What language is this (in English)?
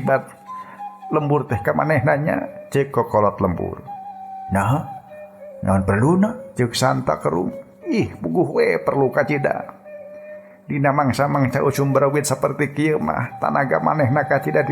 Sundanese